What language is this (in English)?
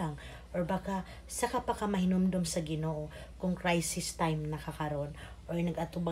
Cebuano